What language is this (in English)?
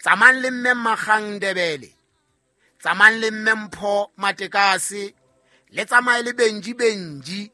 Southern Sotho